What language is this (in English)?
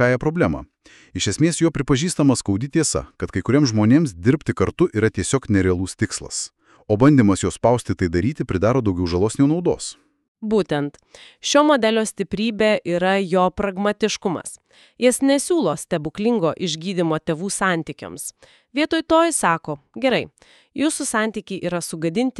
Lithuanian